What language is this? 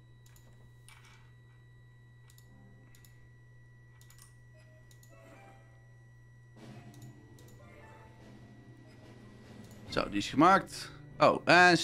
Dutch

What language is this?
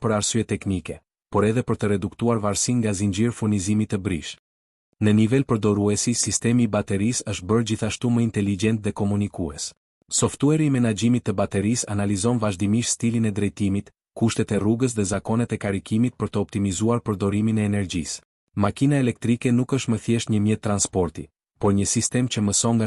Albanian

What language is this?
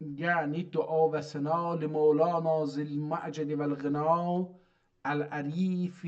South Azerbaijani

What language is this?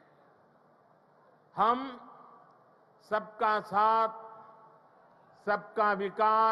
Hindi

